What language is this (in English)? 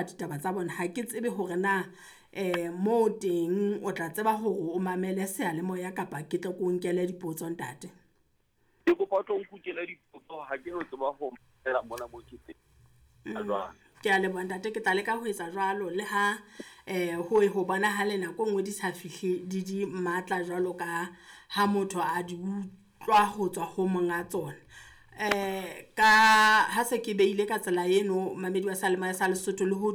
Southern Sotho